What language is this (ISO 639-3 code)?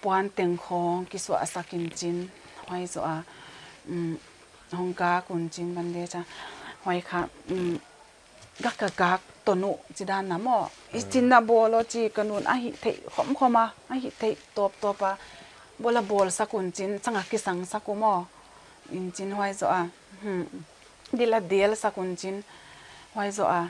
pck